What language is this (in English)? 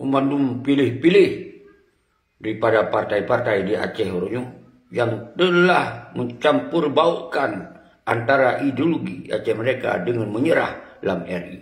Achinese